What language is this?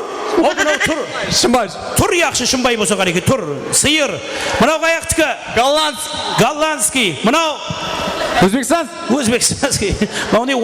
Kara-Kalpak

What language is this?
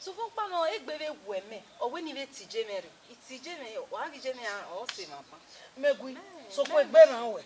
Bini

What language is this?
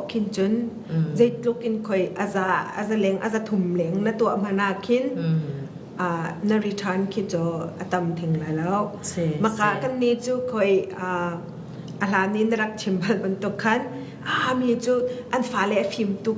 Falam Chin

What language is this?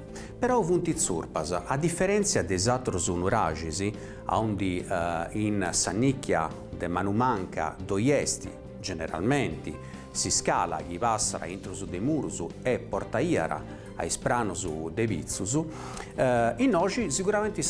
Sardinian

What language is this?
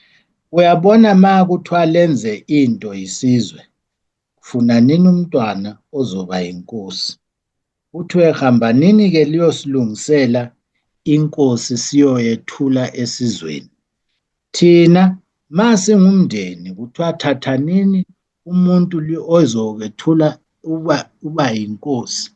Zulu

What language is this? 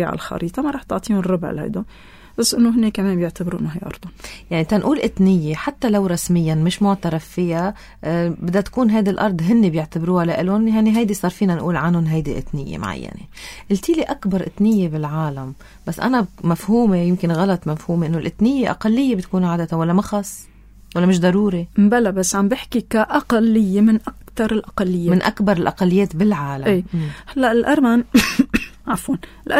North Levantine Arabic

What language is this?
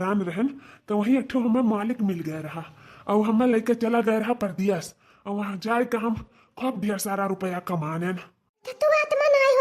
Awadhi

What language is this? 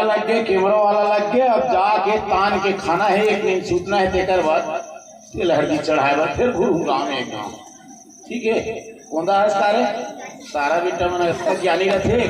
Chhattisgarhi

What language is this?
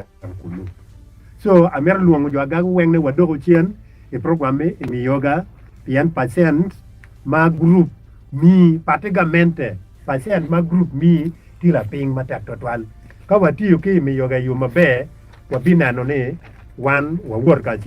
Acoli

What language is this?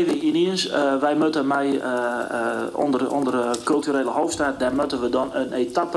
Western Frisian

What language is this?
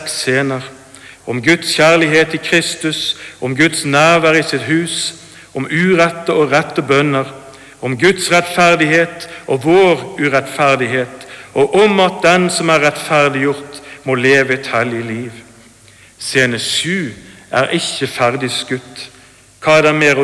Norwegian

